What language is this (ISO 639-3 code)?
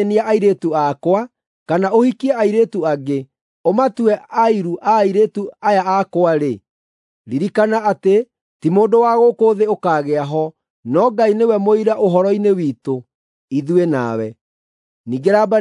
kik